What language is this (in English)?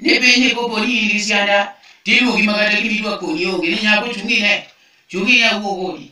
Luo (Kenya and Tanzania)